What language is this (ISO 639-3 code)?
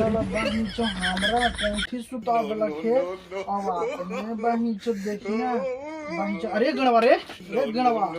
mag